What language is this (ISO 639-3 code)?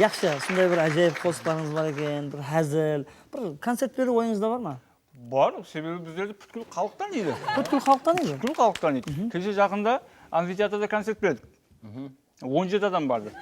kaa